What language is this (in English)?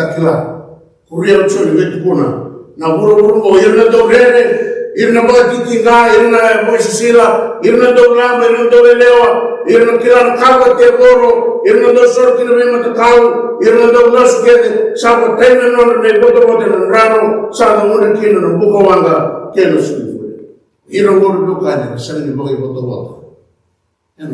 Fijian